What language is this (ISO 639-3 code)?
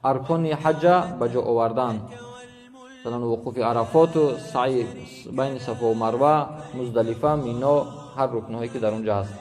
tgk